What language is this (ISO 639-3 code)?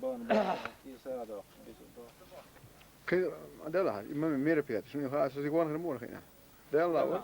che